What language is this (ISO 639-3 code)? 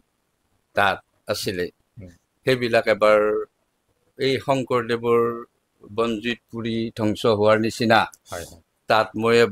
asm